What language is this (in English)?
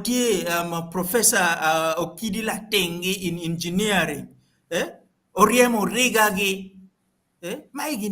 Acoli